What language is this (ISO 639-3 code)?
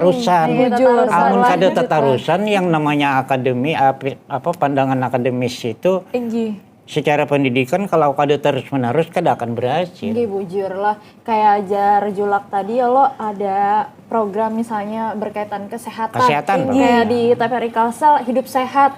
bjn